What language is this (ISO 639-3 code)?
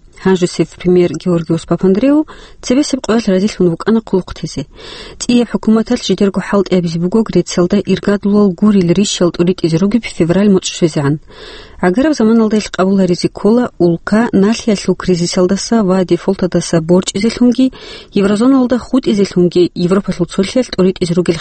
ava